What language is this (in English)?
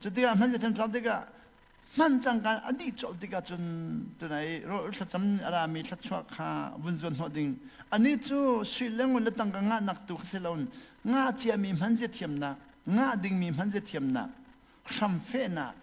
Hakha Chin